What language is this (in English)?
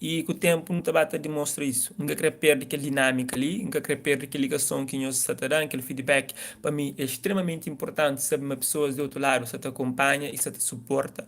Kabuverdianu